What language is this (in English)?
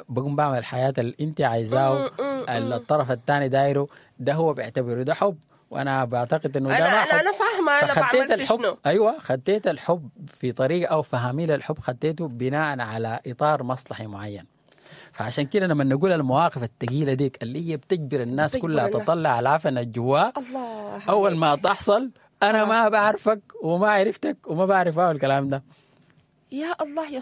Sudanese Arabic